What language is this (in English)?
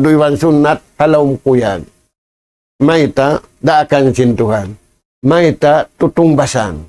Tausug